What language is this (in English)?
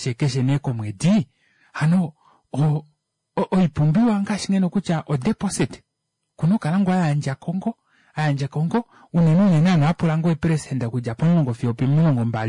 Kuanyama